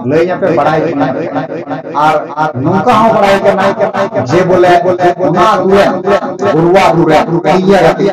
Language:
Santali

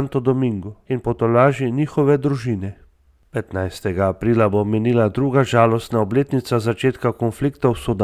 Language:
Slovenian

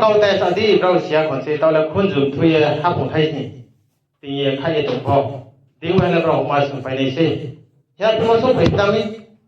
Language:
Riang (India)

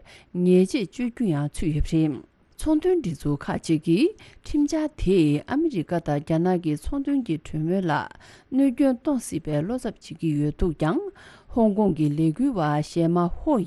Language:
Tibetan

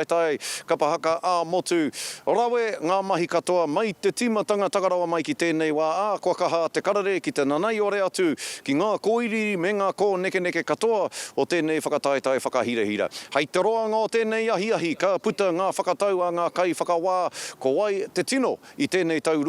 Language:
Māori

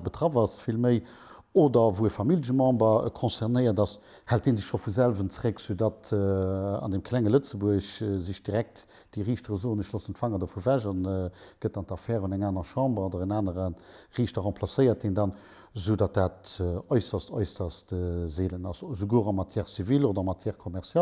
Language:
Luxembourgish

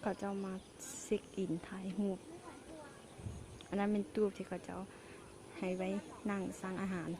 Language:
Lao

